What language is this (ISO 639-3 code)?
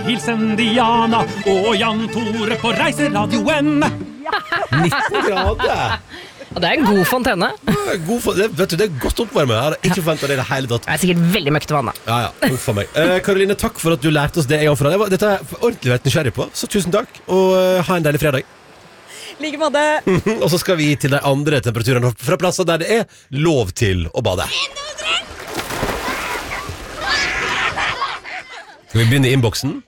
nor